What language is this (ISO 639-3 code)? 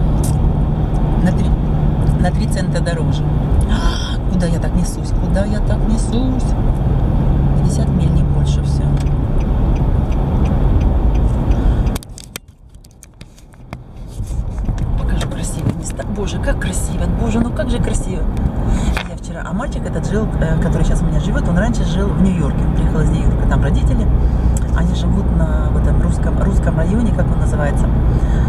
rus